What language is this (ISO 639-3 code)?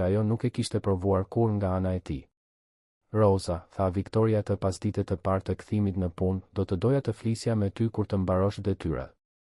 sqi